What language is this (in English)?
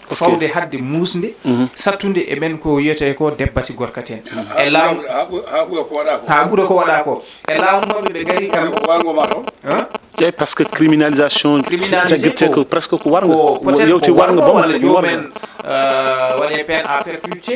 Fula